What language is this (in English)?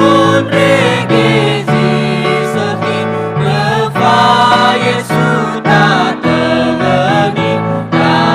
Nias